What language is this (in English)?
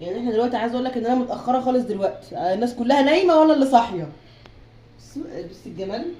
Egyptian Arabic